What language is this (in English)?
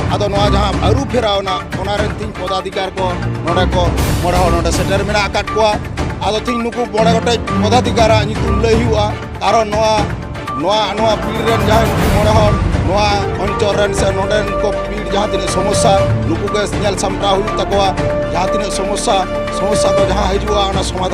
Santali